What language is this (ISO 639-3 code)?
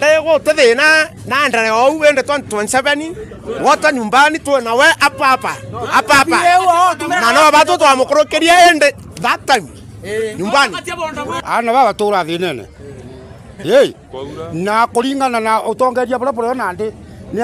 mer